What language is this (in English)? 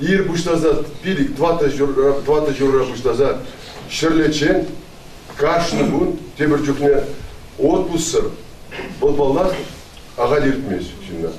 Chuvash